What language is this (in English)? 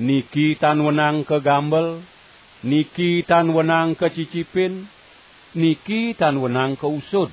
Balinese